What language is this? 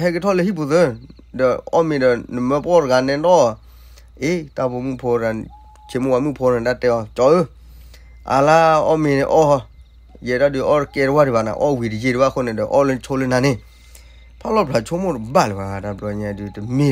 S'gaw Karen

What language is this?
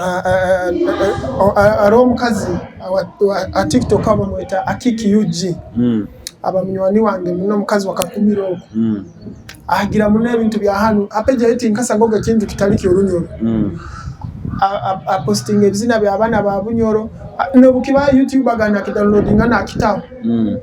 Nyoro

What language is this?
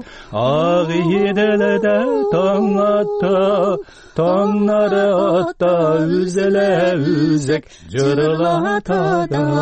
Tatar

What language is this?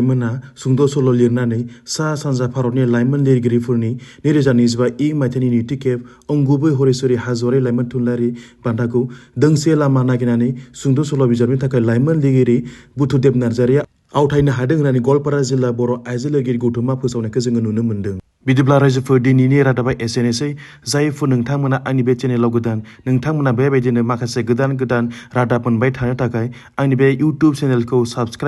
Bodo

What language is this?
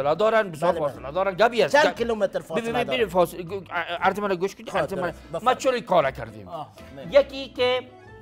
Persian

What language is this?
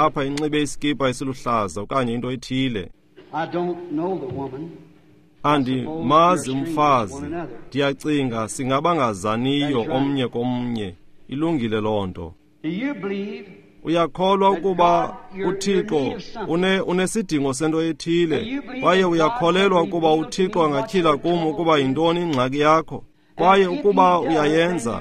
Xhosa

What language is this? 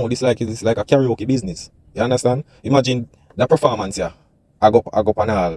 Jamaican Creole English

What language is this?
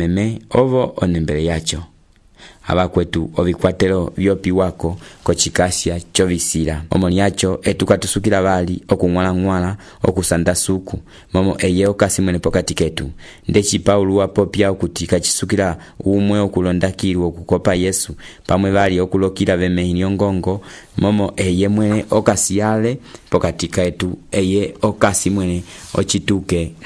Umbundu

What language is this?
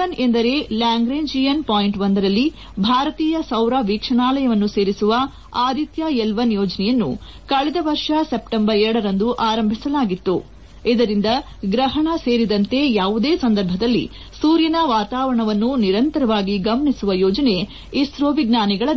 Kannada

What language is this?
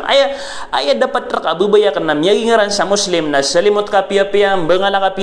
Maranao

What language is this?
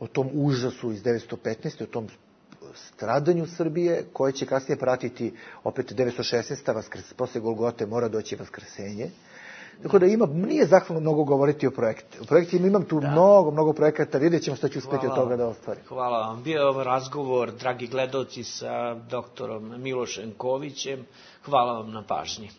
Bosnian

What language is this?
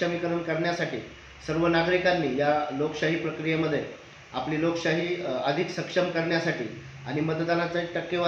Marathi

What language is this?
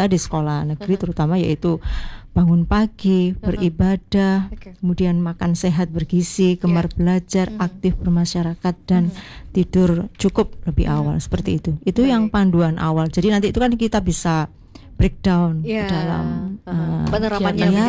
Indonesian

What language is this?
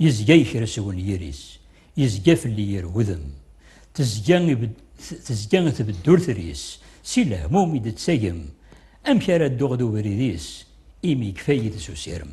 Kabyle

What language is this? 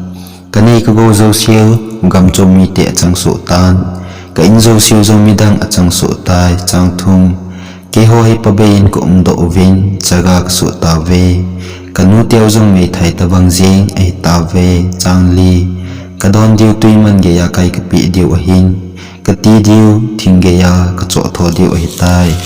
Thado Chin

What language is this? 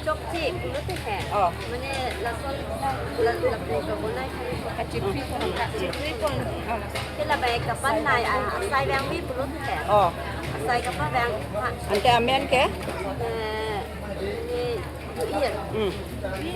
Karbi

